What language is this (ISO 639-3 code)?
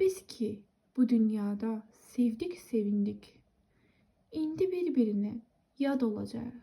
aze